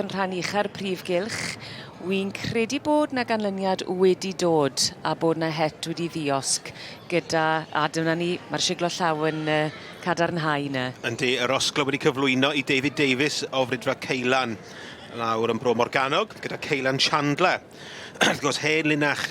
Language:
Welsh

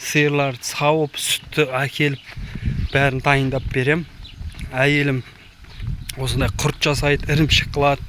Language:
Kazakh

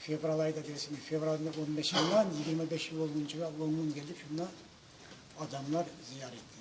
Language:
Kumyk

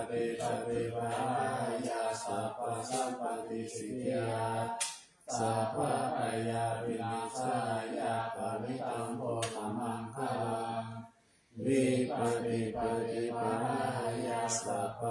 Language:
Pali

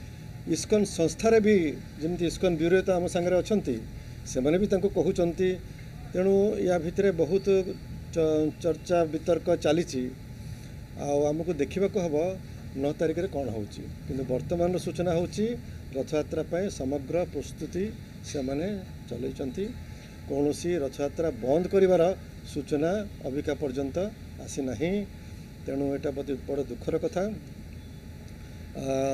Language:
Odia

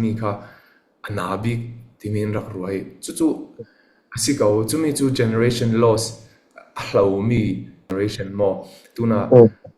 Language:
Falam Chin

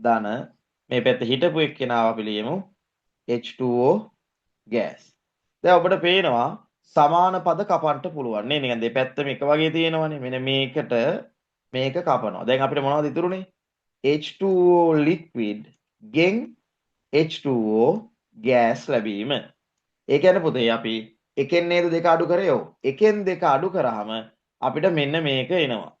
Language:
Sinhala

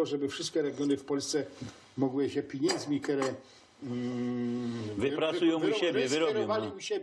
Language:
Silesian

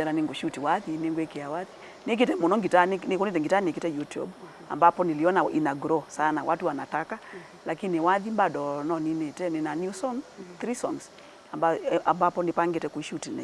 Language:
Kamba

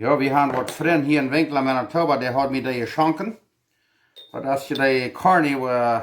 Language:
Plautdietsch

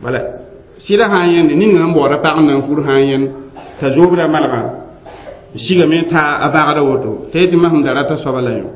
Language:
Mossi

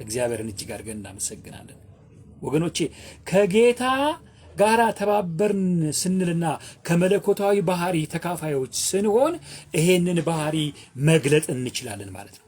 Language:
Amharic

